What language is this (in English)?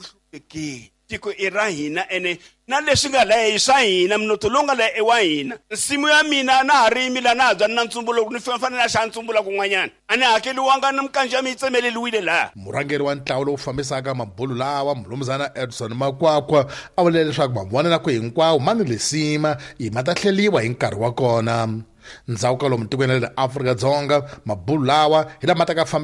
Tsonga